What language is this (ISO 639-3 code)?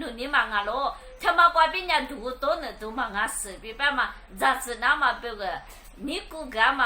lis